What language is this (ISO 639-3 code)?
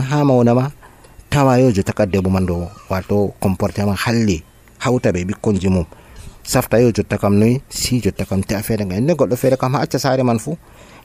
fuv